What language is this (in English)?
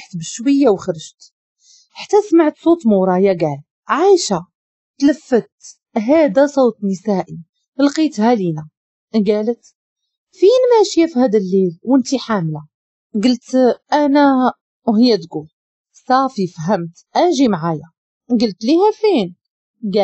Moroccan Arabic